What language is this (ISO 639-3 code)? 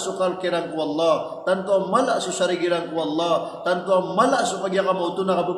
mrw